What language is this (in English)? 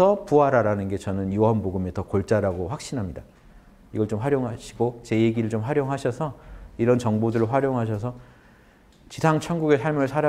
Korean